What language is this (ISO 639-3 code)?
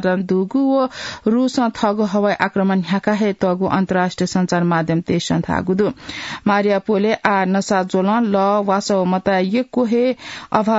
new